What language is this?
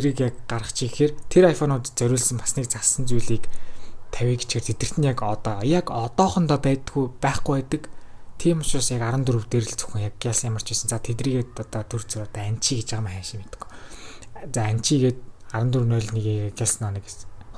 Mongolian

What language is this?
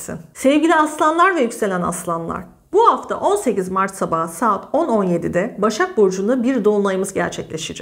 Turkish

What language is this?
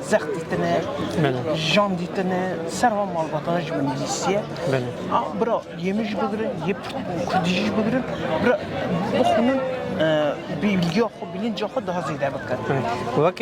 Kurdish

